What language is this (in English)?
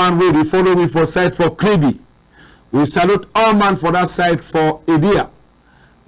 Cameroon Pidgin